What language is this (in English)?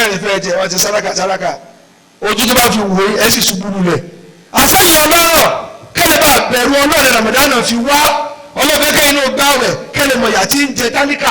Yoruba